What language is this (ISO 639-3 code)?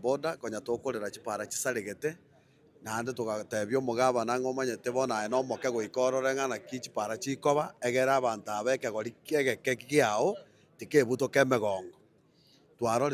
guz